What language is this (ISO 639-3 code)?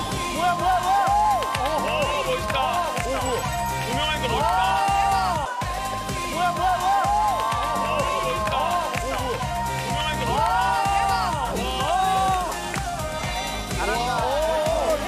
kor